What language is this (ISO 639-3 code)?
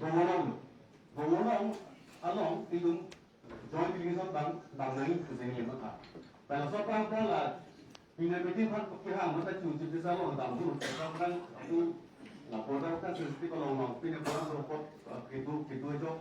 mjw